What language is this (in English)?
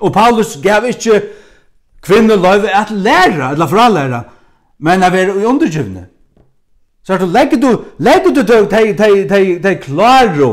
Faroese